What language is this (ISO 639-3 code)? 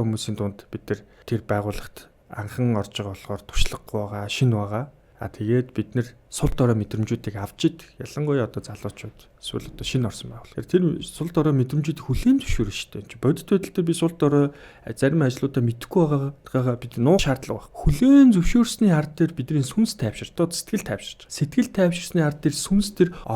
mon